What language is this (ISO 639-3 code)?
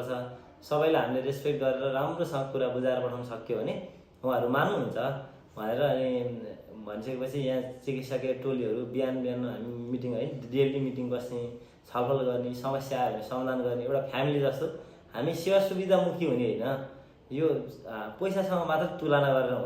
nep